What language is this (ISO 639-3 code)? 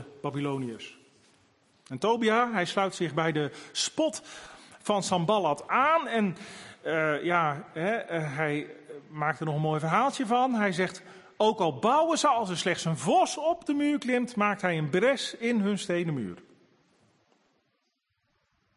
nld